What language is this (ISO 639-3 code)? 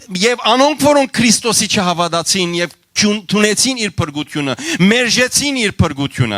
hyw